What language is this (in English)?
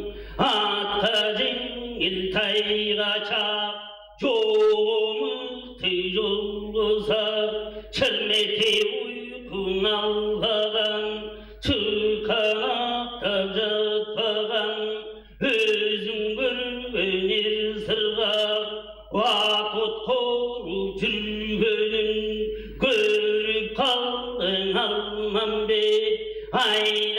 Tuvinian